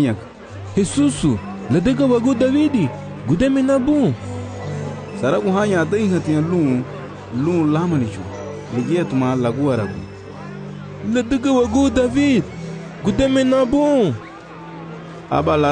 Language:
Garifuna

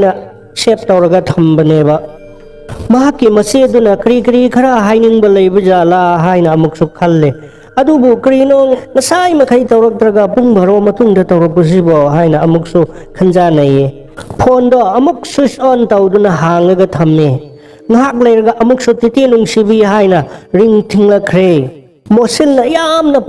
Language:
Manipuri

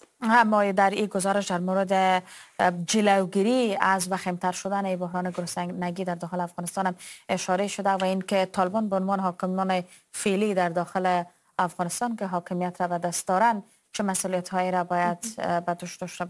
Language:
Persian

